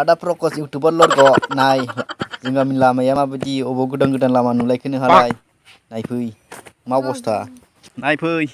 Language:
Bodo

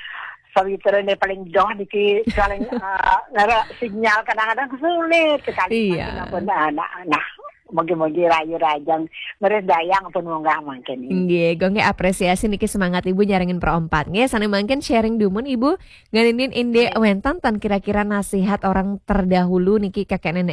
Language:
Balinese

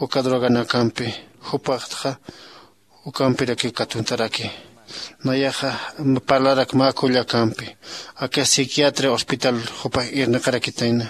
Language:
Aymara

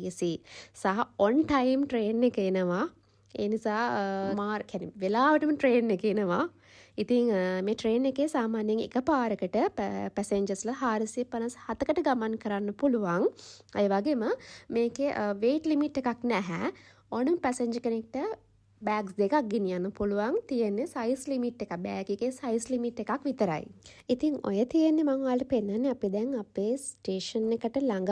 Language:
Sinhala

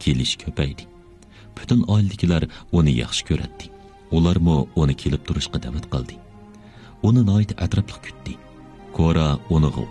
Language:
Uyghur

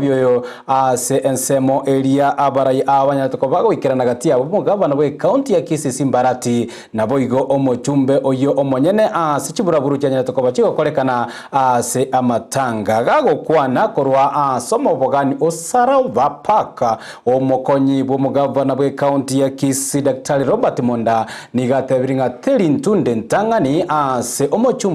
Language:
Gusii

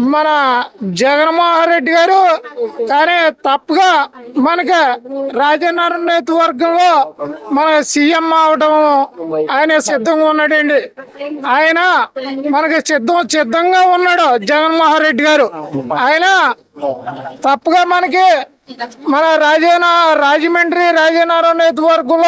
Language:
Telugu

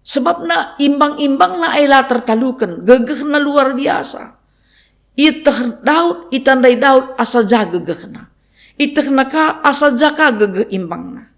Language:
Batak Karo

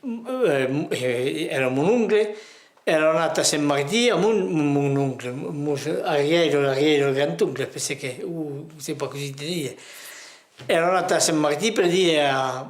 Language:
Occitan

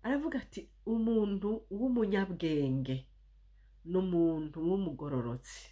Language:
Rundi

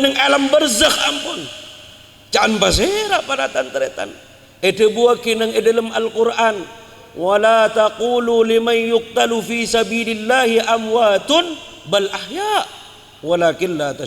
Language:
Madurese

